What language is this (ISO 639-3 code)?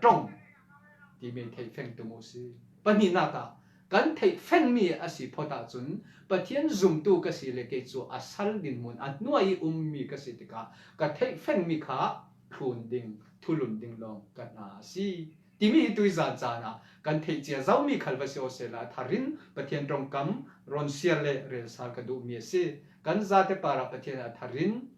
cfm